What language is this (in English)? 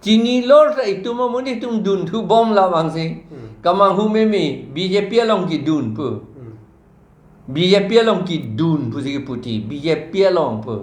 Karbi